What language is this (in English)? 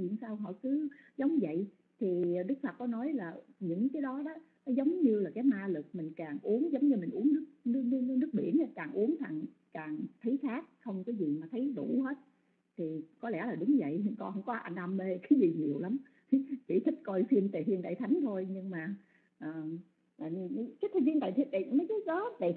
Vietnamese